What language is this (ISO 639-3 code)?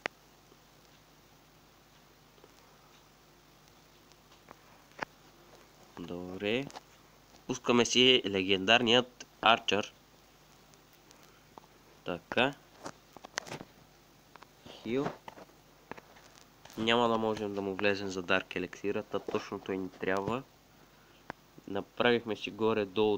bul